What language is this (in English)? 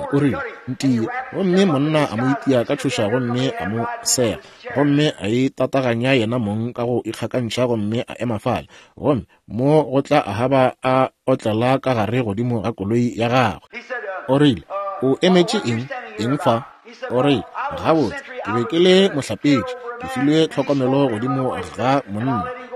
Northern Sotho